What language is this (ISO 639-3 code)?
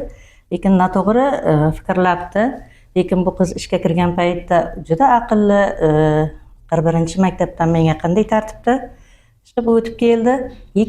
uzb